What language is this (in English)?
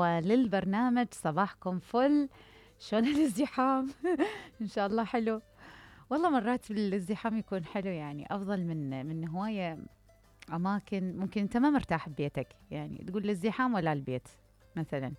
Mesopotamian Arabic